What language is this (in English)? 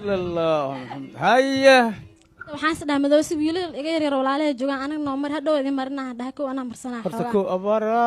Somali